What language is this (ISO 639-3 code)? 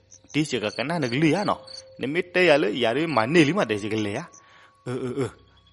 ksw